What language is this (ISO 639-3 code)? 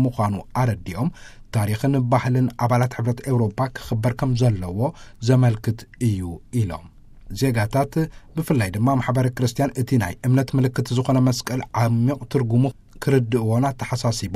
tir